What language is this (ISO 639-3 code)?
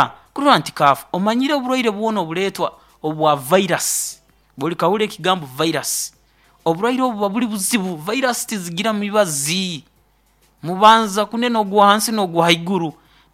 nyo